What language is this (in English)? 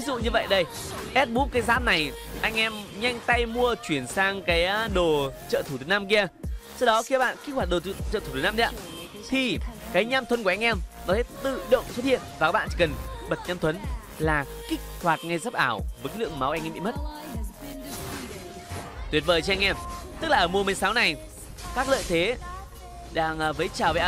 Vietnamese